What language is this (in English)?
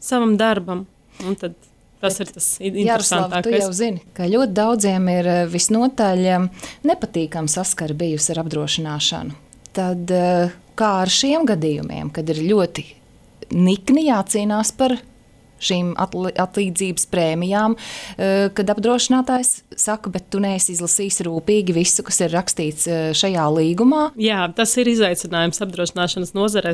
Latvian